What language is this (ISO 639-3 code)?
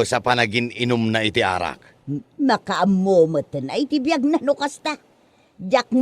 ilo